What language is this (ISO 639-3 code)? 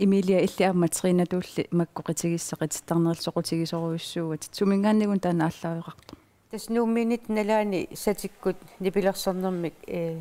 kal